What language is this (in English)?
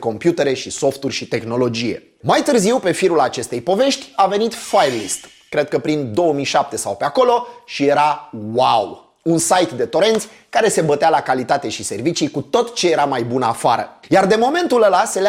Romanian